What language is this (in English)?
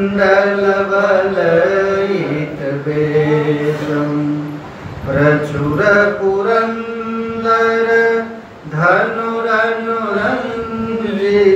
Sanskrit